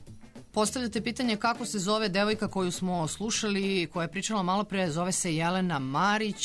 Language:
Serbian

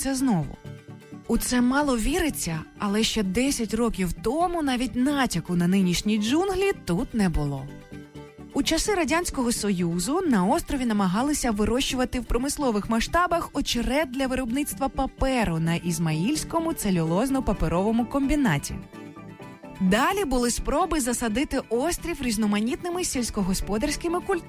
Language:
Ukrainian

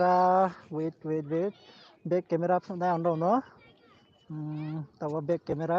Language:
Riang (India)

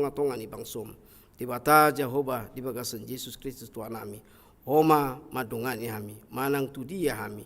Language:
Batak Toba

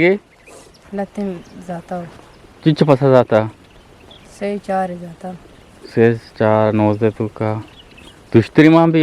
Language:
Eastern Balochi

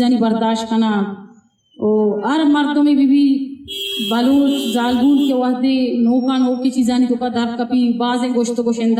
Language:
Eastern Balochi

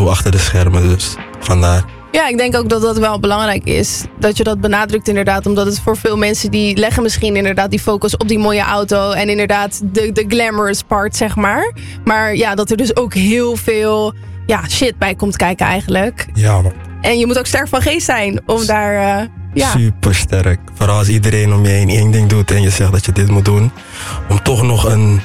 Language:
Dutch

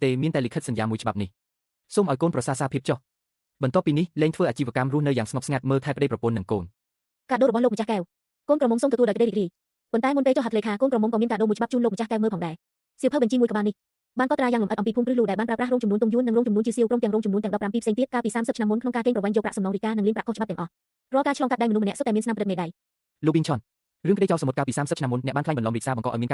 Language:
Khmer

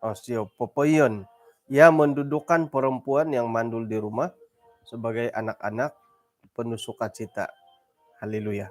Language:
Central Dusun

